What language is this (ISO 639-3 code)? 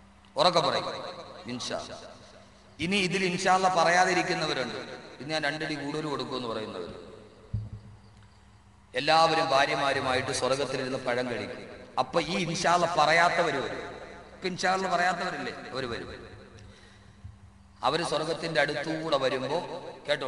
mal